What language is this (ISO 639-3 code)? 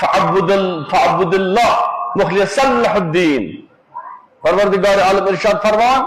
kas